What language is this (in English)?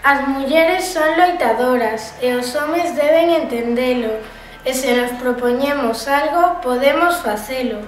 Galician